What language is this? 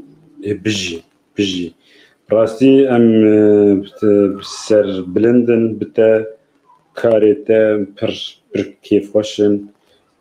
Kurdish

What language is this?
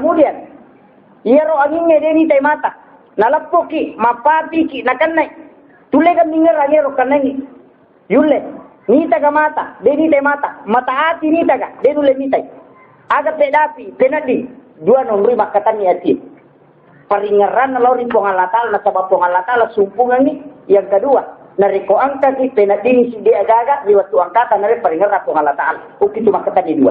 Buginese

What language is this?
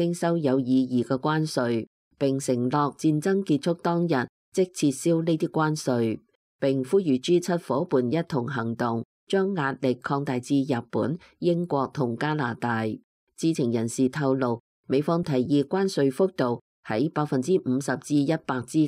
Cantonese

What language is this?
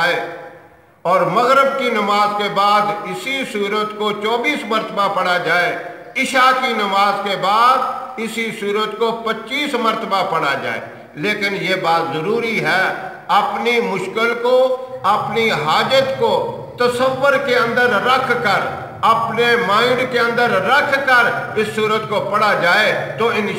Urdu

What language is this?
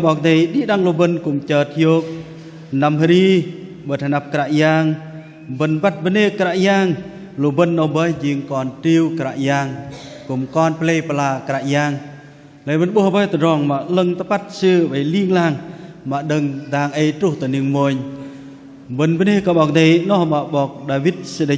Bahnar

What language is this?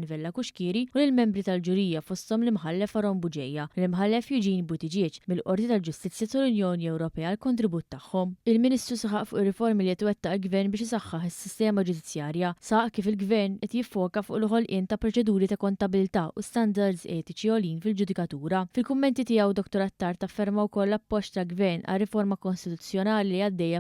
Maltese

